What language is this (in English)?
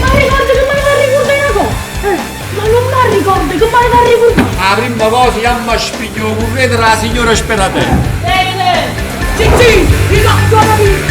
Neapolitan